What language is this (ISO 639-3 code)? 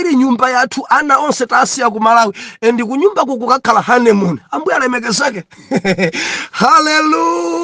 nya